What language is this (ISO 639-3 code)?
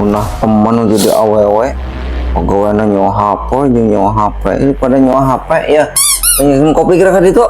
sun